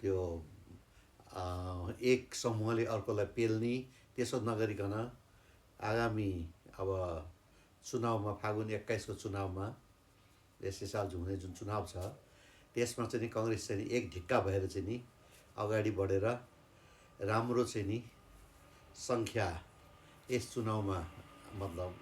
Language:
Nepali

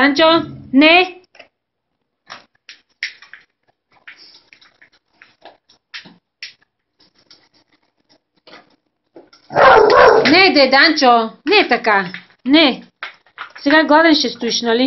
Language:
Bulgarian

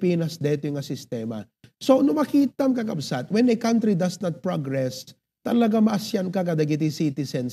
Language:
Iloko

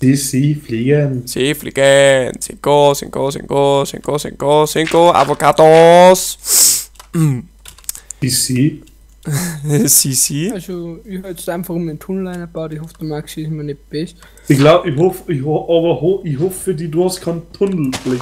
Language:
Bavarian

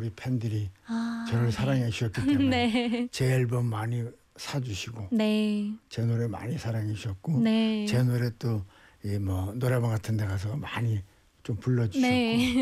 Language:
Korean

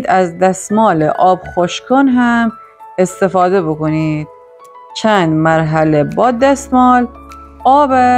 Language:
Gilaki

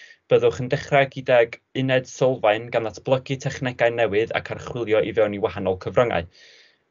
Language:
Welsh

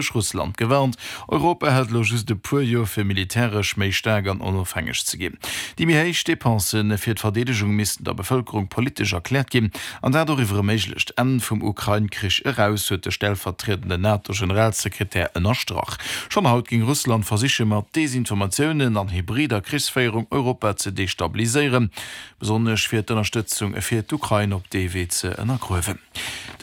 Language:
Luxembourgish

